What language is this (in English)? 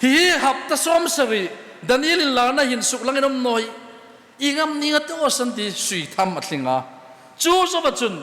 Hmar